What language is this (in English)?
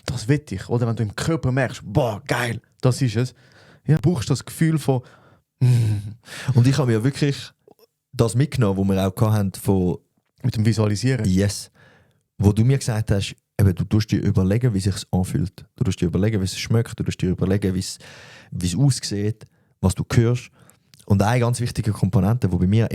Swiss German